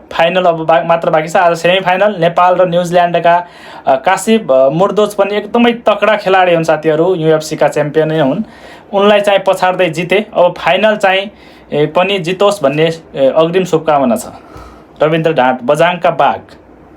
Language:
Nepali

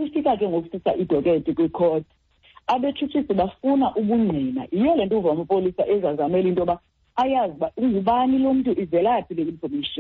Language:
Xhosa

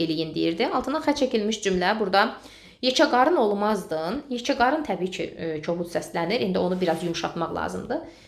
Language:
Azerbaijani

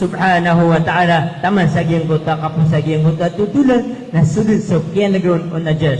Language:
Maranao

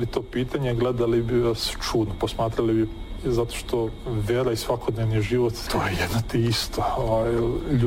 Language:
Serbian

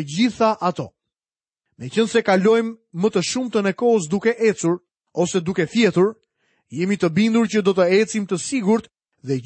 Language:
Albanian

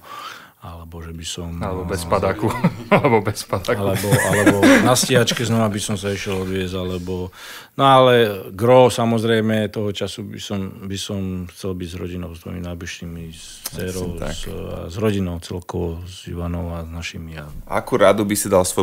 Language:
Slovak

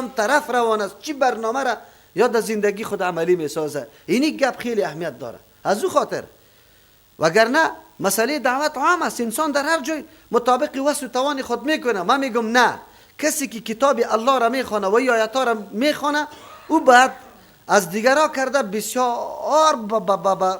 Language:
Persian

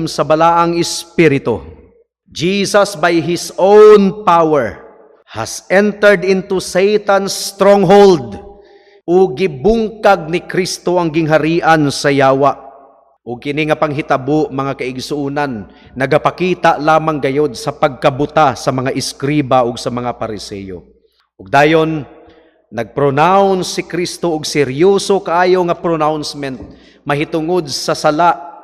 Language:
Cebuano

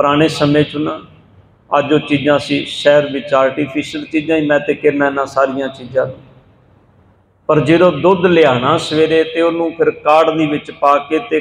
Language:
Punjabi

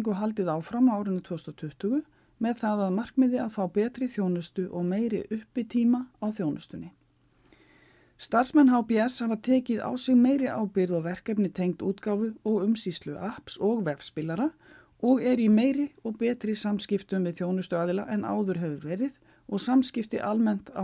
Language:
Icelandic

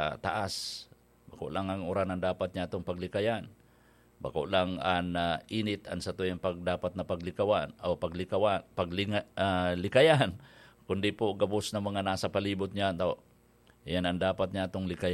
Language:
Bikol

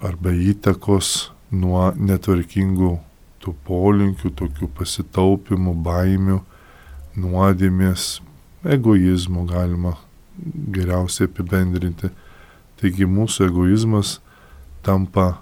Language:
Lithuanian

